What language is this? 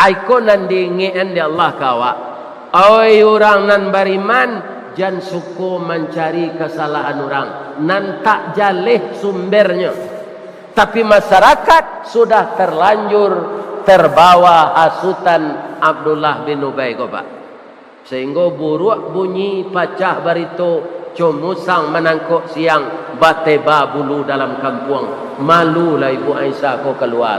Minangkabau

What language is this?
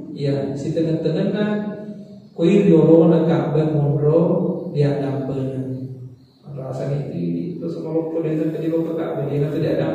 Buginese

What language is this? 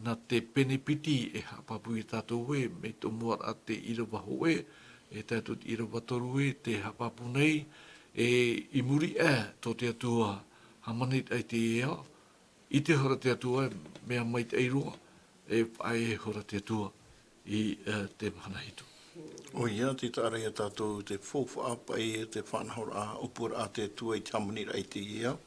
Tahitian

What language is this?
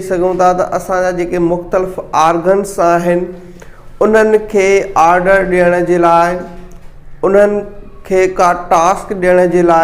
Sindhi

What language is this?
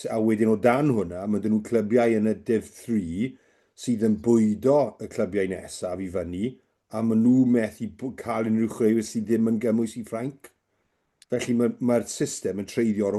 Welsh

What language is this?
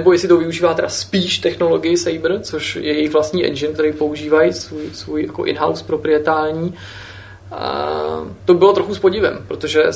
Czech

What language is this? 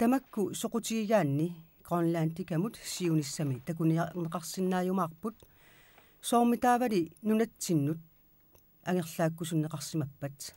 Kalaallisut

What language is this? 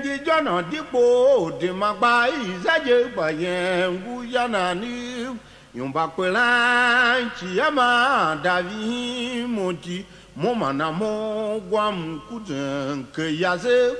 Tiv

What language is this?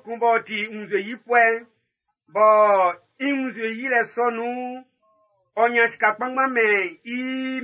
Baoulé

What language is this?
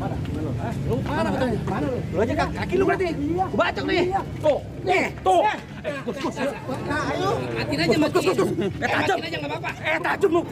Betawi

